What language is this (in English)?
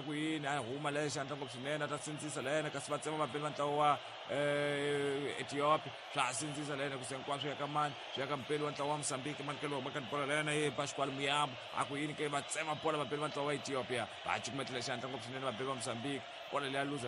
Tsonga